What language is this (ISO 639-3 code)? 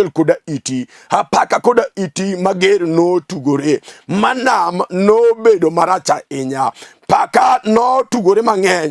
luo